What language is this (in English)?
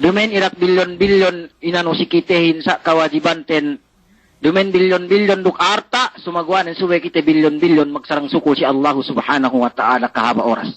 Yakan